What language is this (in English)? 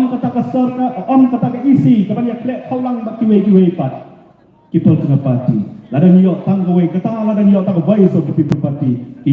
Khasi